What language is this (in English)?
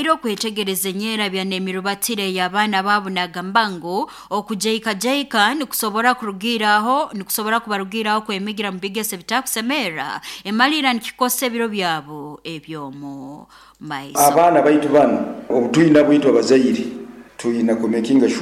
Nyoro